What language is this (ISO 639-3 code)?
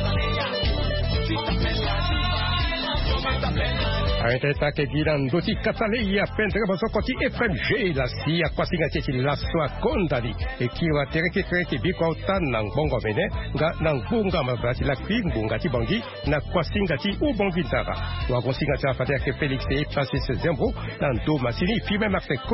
fra